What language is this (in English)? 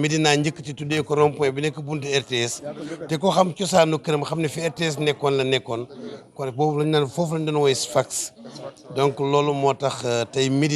Wolof